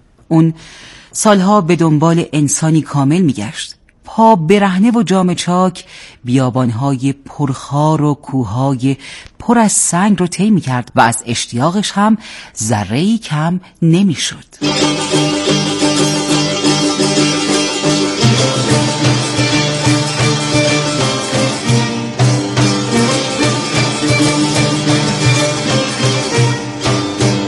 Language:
Persian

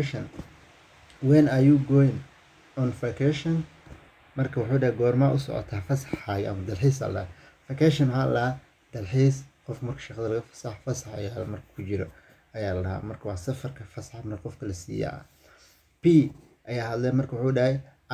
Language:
Somali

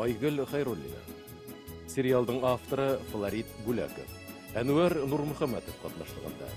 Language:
Bashkir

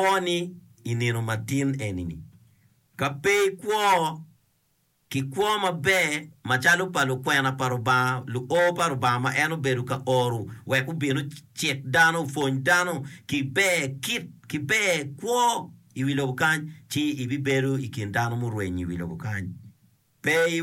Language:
Acoli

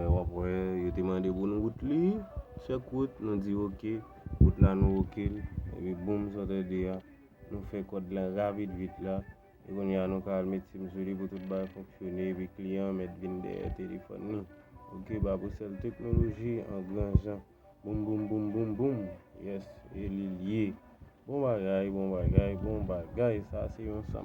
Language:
Haitian Creole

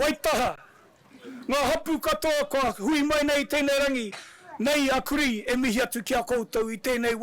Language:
Māori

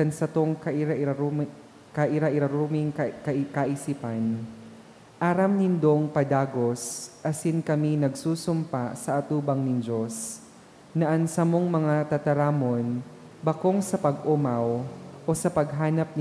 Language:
Bikol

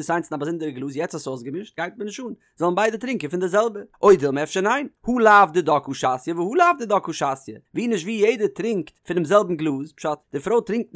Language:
Yiddish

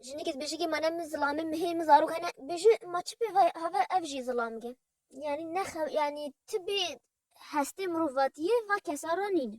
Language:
Kurdish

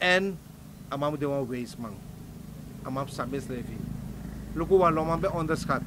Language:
Sranan Tongo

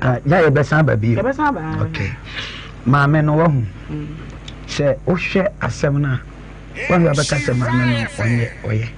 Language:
Akan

